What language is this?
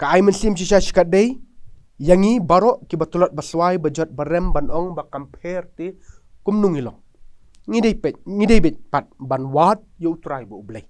Khasi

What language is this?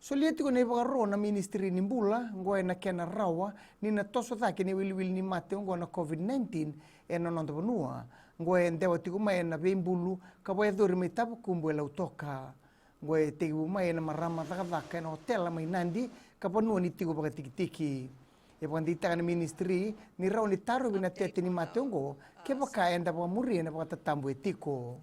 Fijian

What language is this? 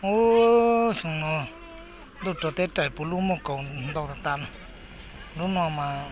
Hmong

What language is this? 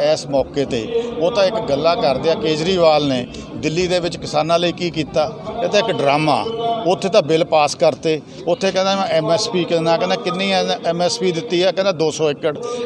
Punjabi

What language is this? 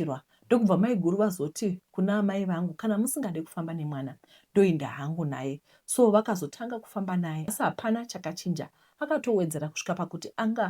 Shona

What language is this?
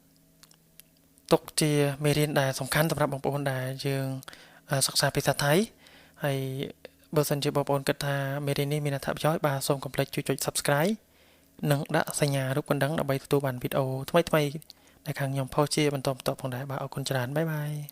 Khmer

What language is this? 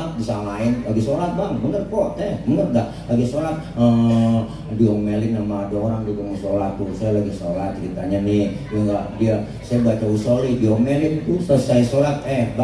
Betawi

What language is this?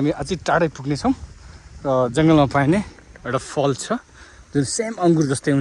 Nepali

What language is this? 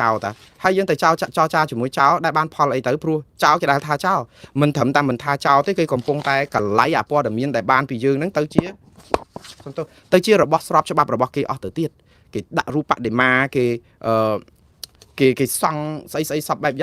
Khmer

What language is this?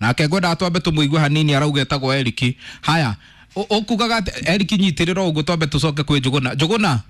Kikuyu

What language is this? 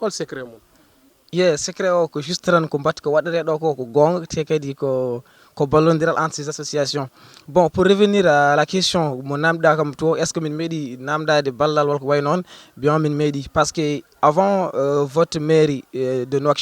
Fula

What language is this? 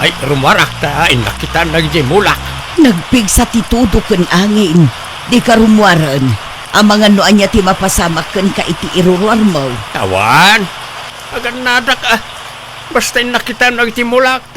Iloko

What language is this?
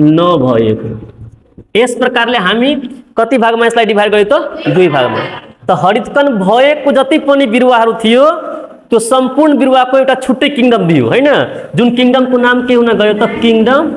Nepali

